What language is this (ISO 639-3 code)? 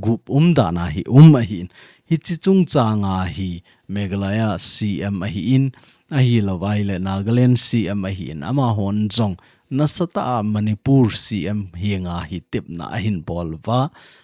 tcz